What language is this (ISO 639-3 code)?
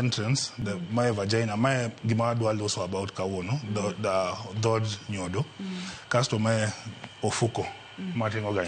luo